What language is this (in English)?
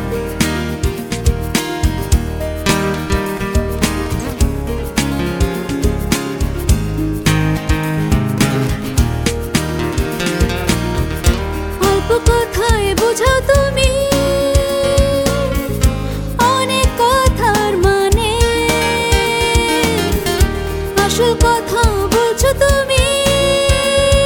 Bangla